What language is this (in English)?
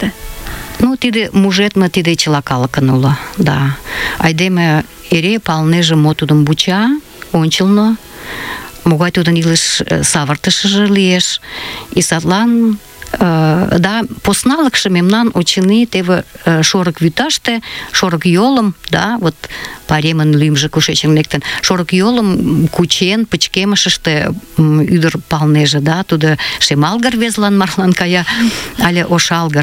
Mari